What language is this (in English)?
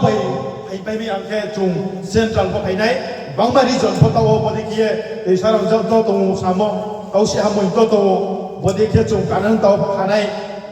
Riang (India)